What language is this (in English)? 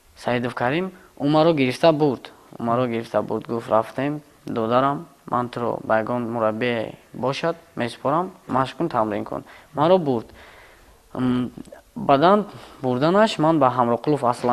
Tajik